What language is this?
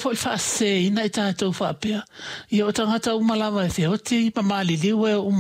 Samoan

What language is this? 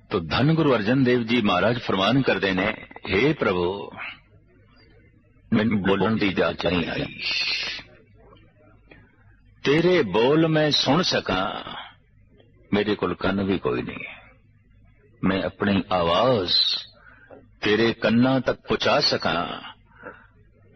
Punjabi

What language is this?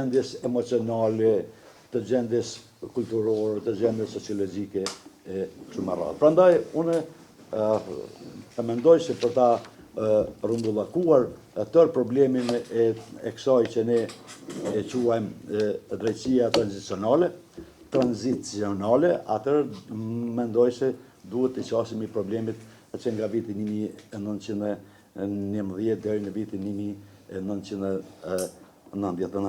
Albanian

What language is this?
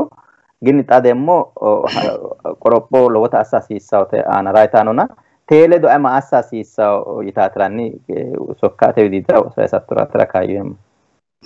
Sidamo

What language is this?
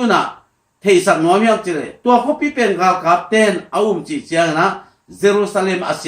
Tedim Chin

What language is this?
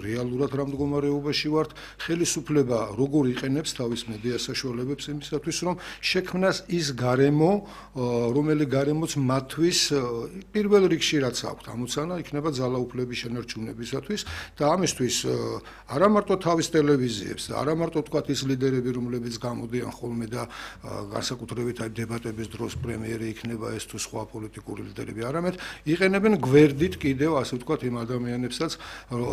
Georgian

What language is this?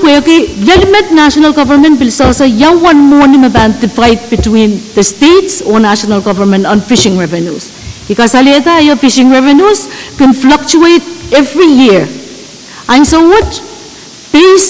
Pohnpeian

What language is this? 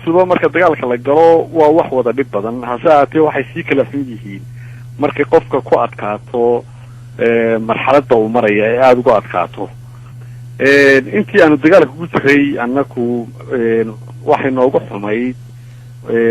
Somali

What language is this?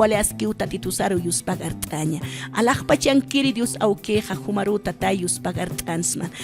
Aymara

